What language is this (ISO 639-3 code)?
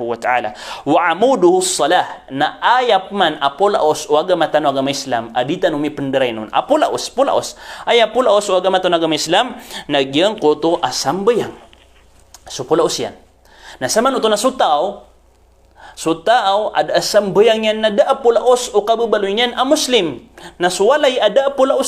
mrw